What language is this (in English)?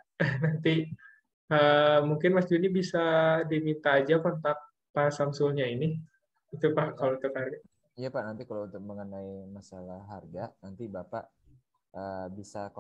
Indonesian